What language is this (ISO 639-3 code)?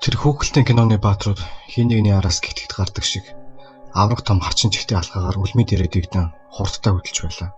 mon